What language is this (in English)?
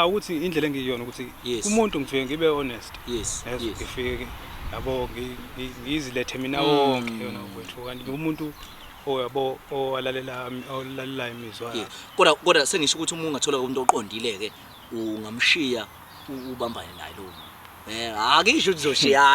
Zulu